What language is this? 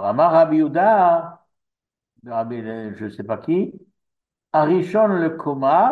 French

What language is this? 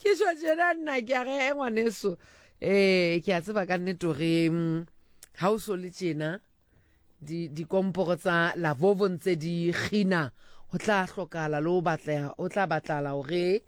Southern Sotho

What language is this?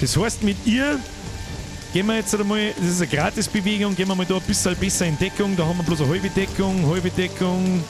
Bavarian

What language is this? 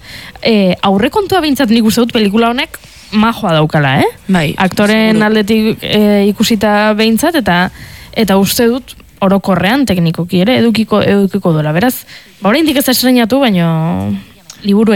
Basque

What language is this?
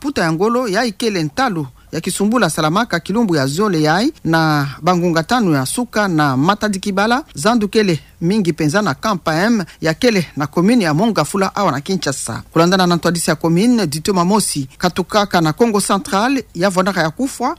Kituba (Democratic Republic of Congo)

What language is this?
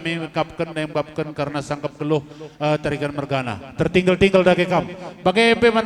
Batak Karo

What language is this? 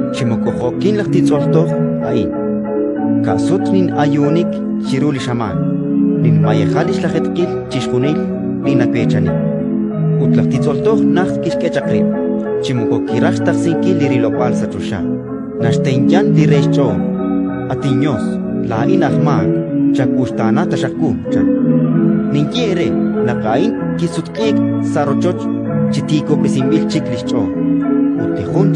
Kekchí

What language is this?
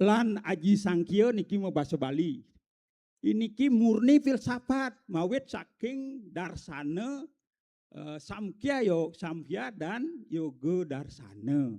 Balinese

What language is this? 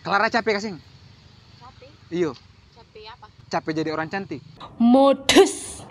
Ambonese Malay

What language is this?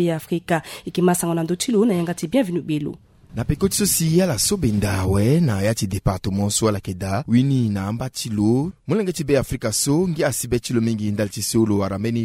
Sango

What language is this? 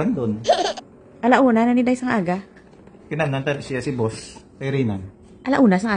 Hiligaynon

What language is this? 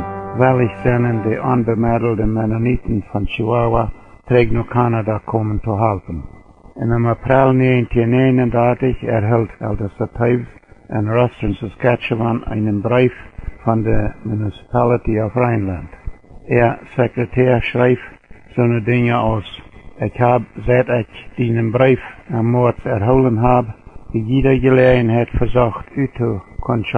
Plautdietsch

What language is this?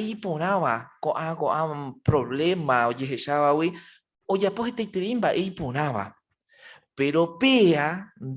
Guarani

